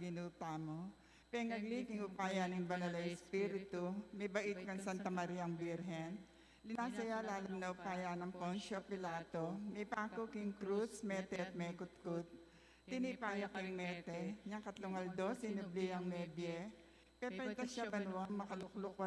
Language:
Pampanga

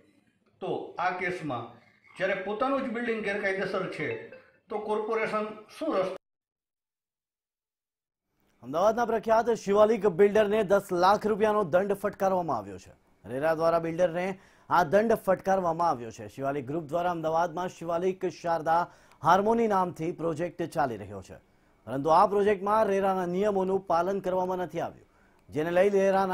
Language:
Gujarati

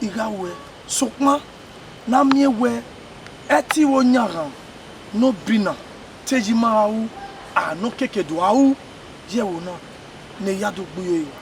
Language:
Bini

